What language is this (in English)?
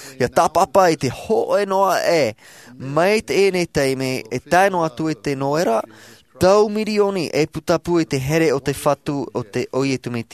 Tahitian